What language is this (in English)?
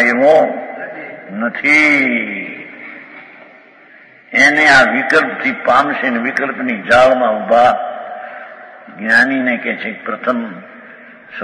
Gujarati